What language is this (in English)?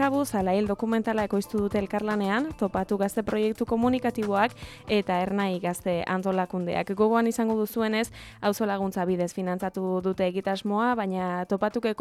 Basque